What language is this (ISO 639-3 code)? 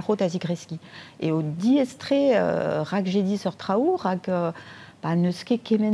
bre